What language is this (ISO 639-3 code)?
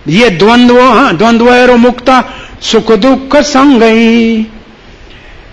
hin